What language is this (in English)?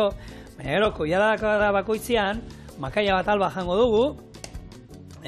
Basque